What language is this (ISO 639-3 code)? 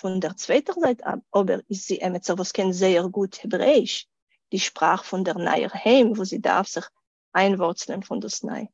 yid